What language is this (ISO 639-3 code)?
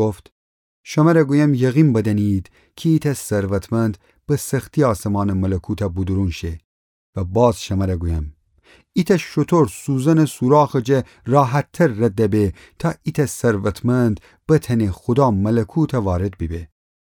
glk